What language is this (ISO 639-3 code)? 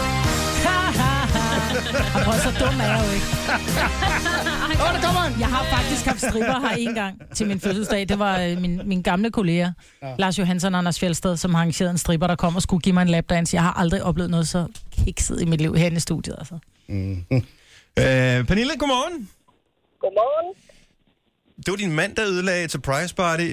dan